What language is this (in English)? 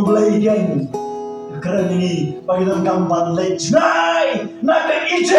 Khasi